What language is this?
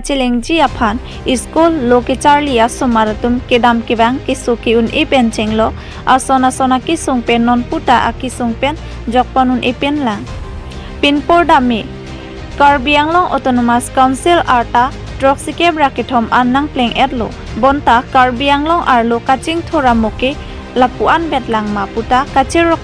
Karbi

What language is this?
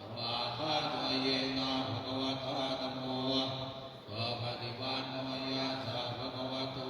Pali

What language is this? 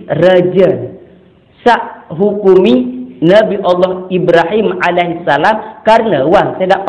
Sasak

